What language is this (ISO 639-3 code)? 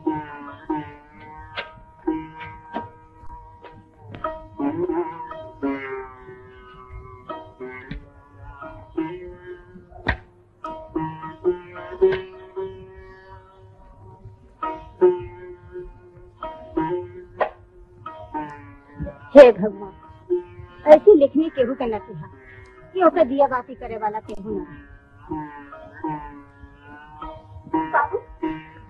bho